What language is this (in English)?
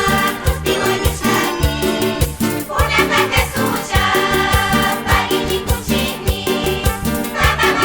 Chimborazo Highland Quichua